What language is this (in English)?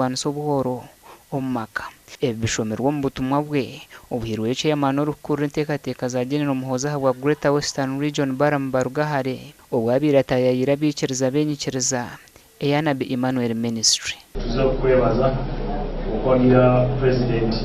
Nyankole